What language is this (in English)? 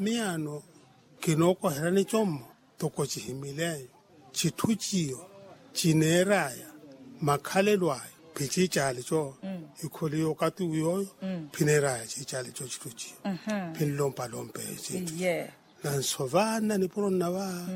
Makhuwa